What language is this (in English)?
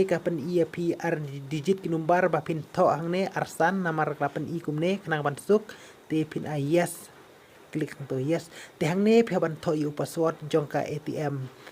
Khasi